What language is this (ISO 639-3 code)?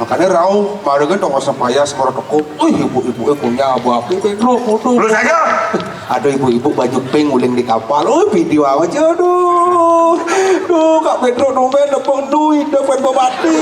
ban